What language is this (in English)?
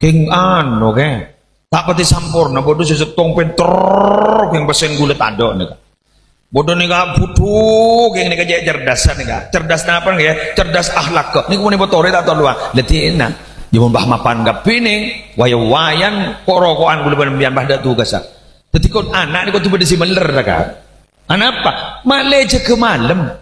Madurese